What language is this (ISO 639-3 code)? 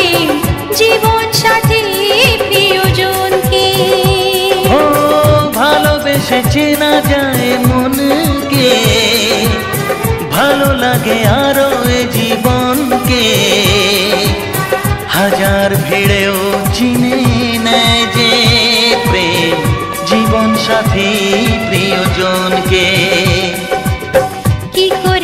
ben